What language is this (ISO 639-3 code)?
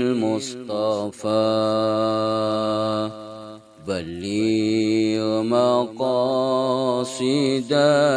ara